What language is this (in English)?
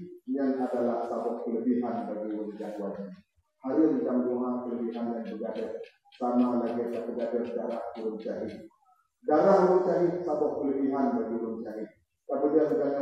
Achinese